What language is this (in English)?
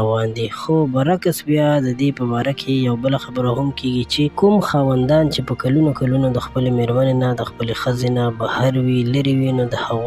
Pashto